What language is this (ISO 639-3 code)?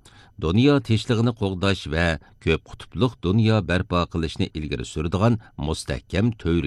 uig